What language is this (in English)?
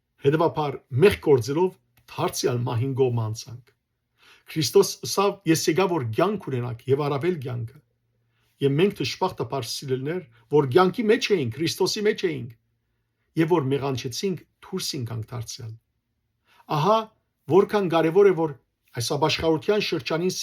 Western Armenian